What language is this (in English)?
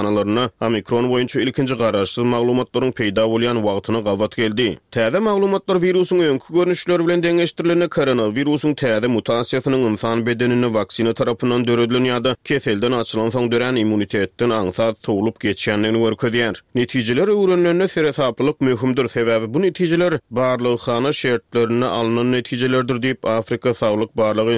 Turkmen